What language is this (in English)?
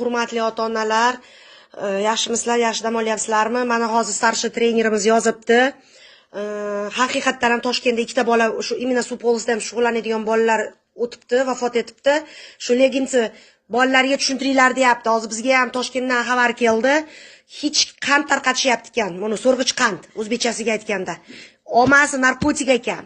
Uzbek